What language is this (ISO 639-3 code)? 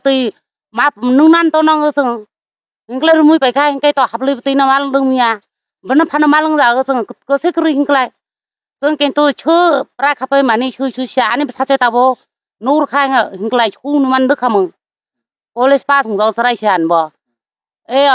trp